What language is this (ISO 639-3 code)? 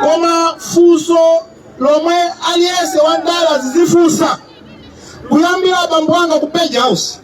nya